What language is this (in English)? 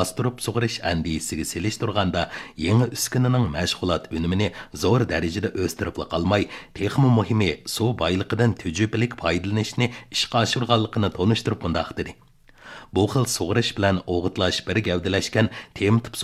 Uyghur